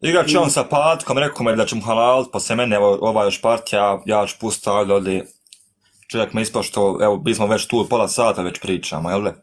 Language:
Bosnian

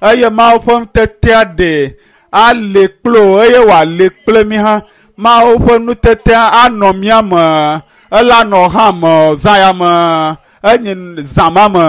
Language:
Ewe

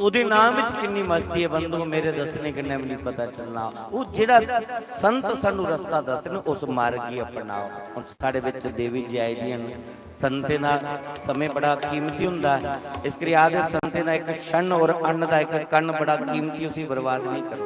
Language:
Dogri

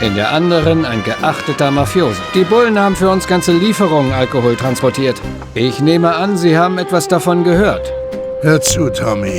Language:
Bavarian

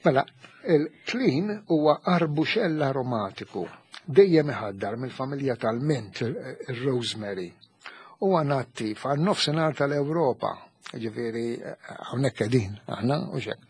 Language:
Maltese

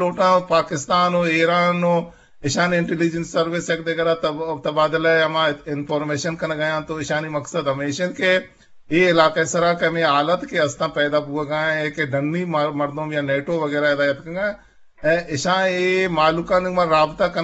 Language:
Eastern Balochi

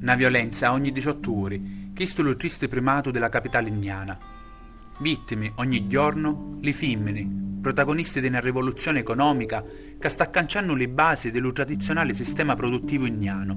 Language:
Sicilian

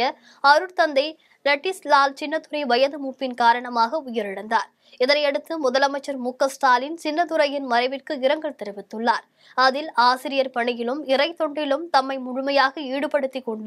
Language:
Tamil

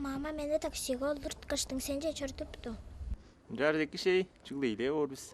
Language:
Tuvinian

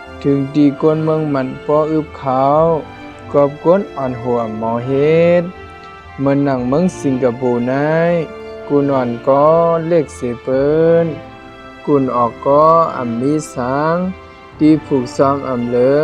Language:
Shan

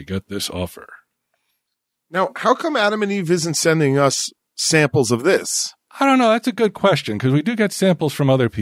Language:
English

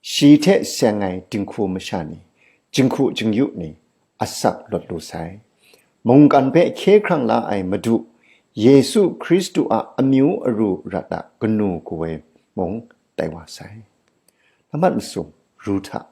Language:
Kachin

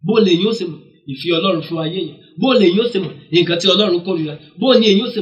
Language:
Yoruba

